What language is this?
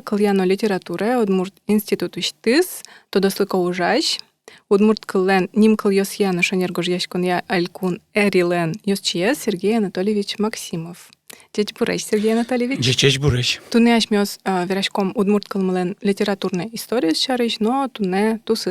Udmurt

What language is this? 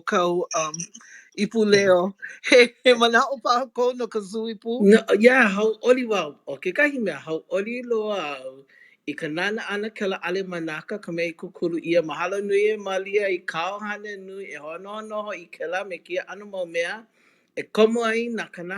Hawaiian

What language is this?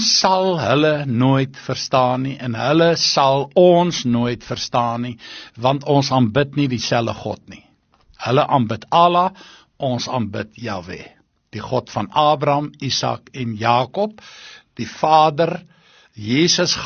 Afrikaans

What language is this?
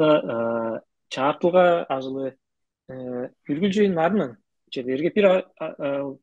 Tuvinian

